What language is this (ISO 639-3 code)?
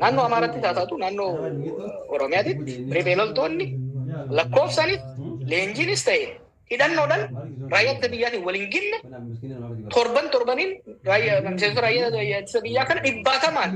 orm